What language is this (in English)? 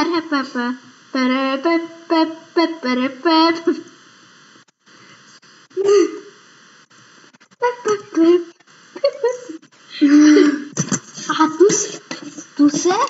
Czech